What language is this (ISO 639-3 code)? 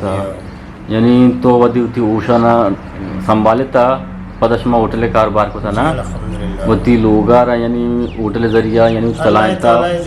bgp